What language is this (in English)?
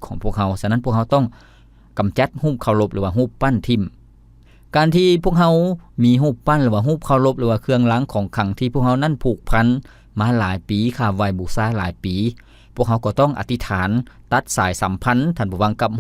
Lao